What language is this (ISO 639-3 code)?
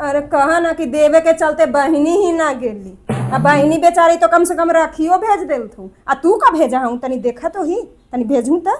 mag